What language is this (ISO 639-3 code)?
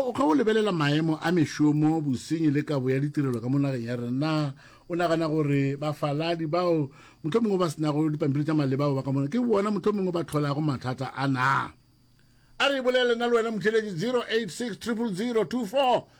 nso